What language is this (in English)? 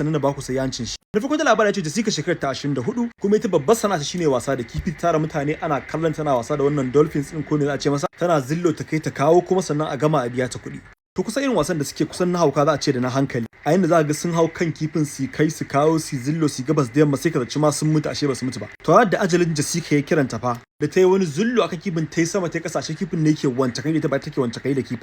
Hausa